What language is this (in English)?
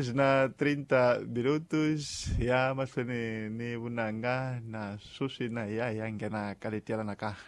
Tsonga